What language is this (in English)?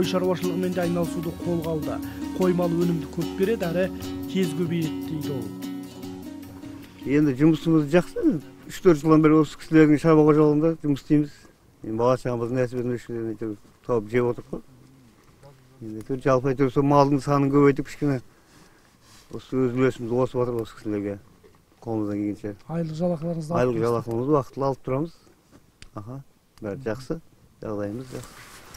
Kazakh